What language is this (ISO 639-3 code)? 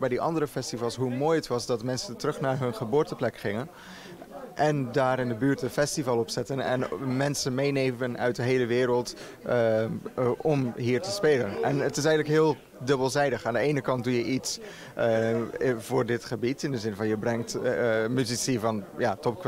nld